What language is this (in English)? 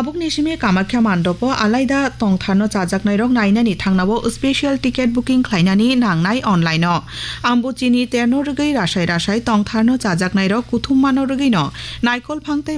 Kok Borok